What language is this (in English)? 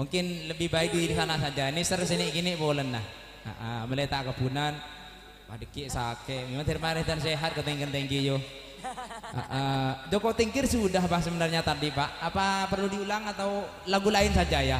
Madurese